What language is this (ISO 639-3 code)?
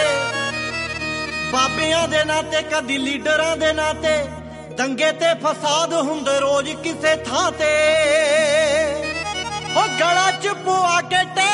pan